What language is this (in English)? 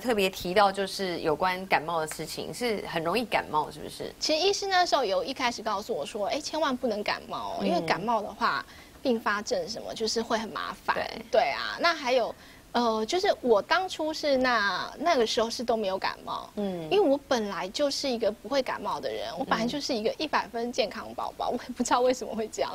Chinese